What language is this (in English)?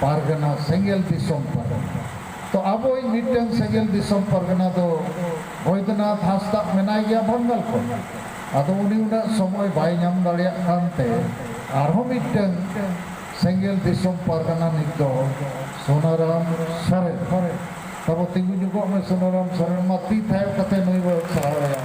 Santali